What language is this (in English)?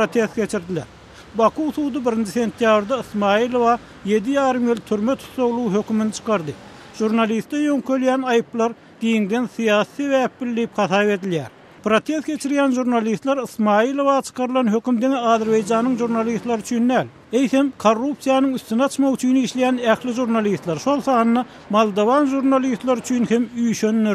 Turkmen